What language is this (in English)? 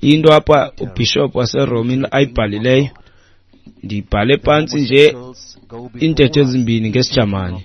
Xhosa